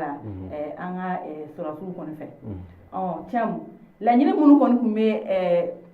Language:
Bambara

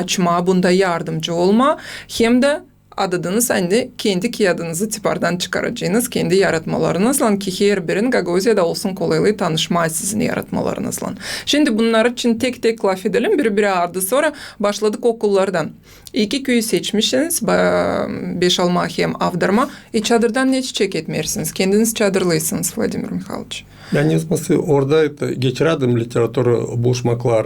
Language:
Gagauz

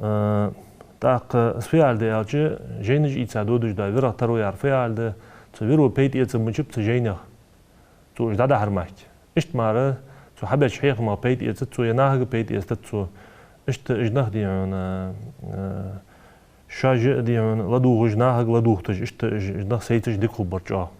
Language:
Ingush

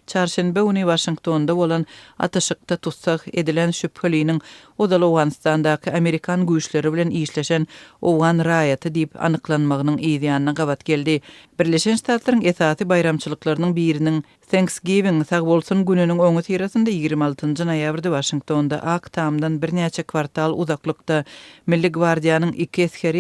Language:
Turkmen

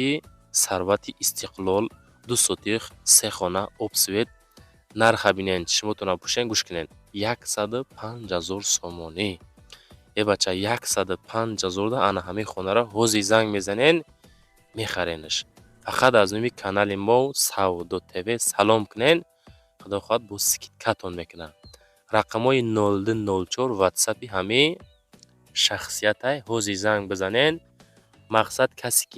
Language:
Tajik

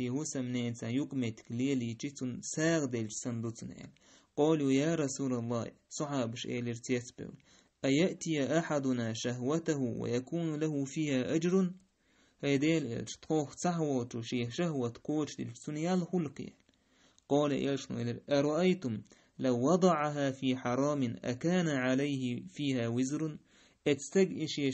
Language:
Chechen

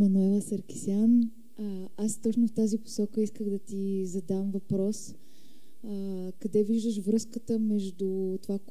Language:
Bulgarian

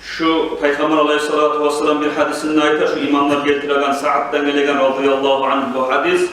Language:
Kumyk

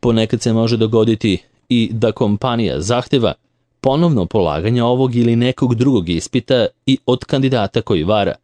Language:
Serbian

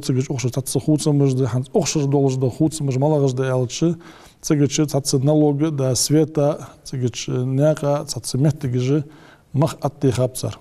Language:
Ingush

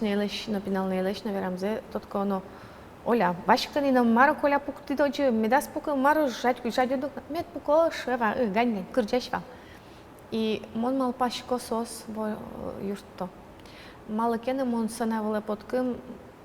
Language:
Udmurt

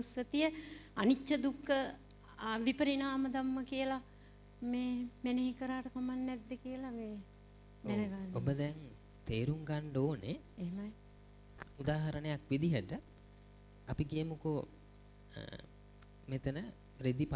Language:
Sinhala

